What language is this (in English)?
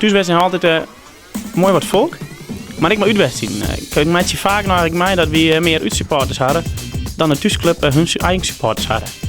Western Frisian